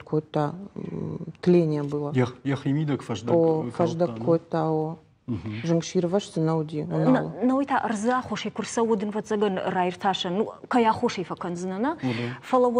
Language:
Ossetic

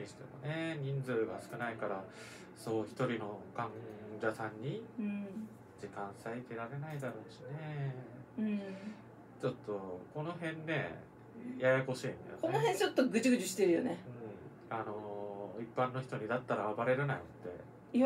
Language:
Japanese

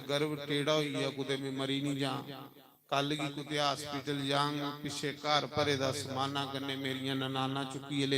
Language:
Dogri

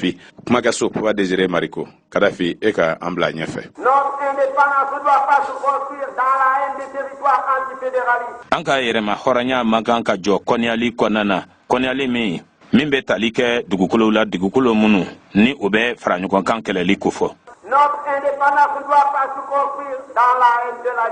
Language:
Bambara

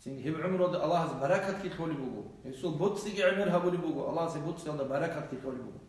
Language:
Avaric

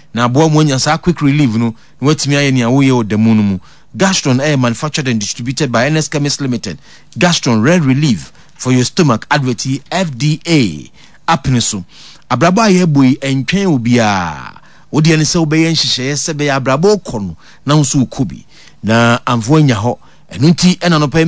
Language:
Akan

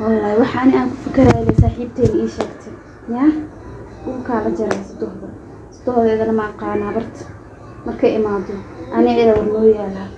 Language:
Somali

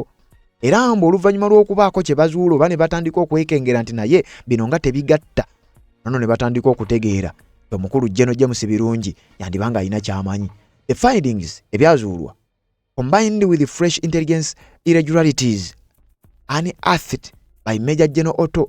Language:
Ganda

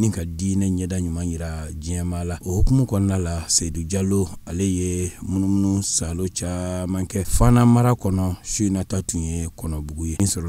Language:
Bambara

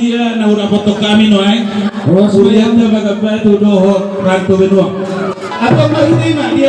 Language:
Batak Toba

